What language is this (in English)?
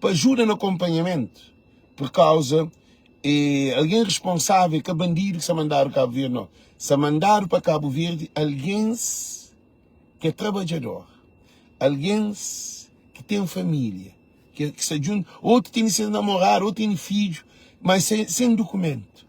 Kabuverdianu